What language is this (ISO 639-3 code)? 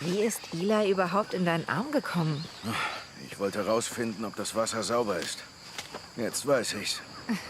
gsw